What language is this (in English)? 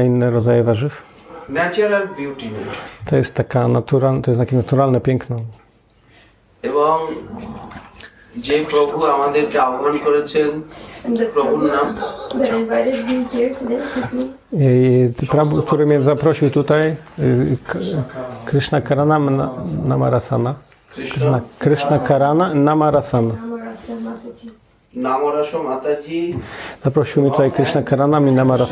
Polish